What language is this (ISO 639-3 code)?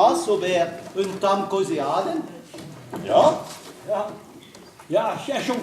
bre